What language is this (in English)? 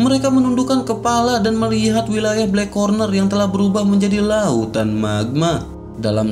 Indonesian